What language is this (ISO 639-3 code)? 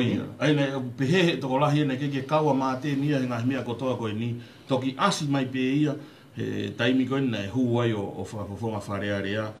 ton